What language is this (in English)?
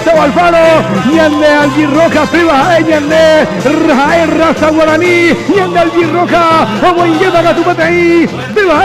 Guarani